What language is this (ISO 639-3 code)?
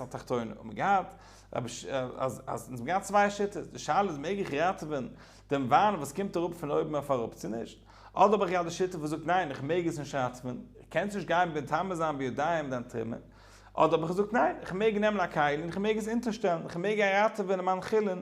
yid